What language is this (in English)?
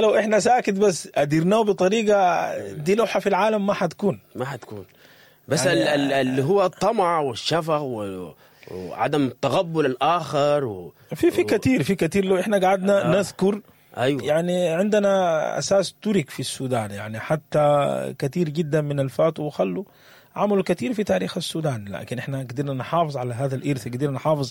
Sudanese Arabic